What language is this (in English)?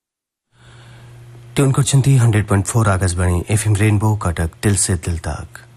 Odia